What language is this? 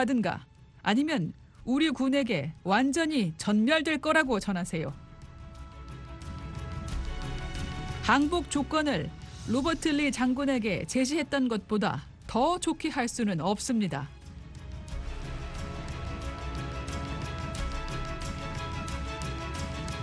Korean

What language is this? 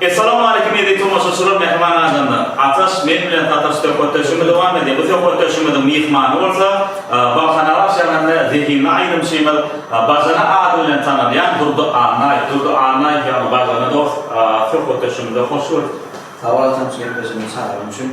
Turkmen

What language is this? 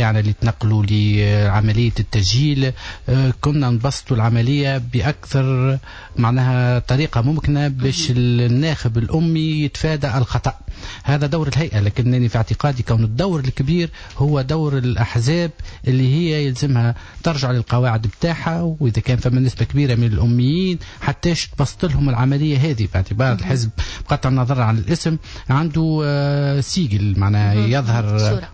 Tunisian Arabic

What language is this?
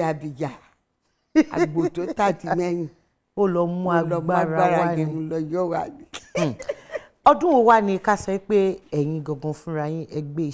Yoruba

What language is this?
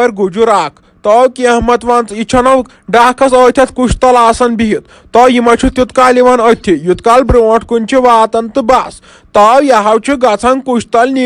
Kashmiri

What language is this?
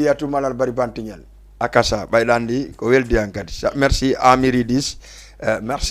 Fula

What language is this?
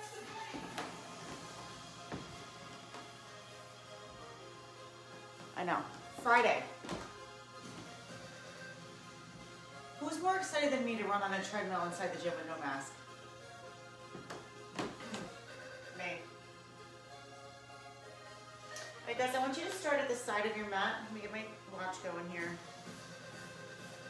English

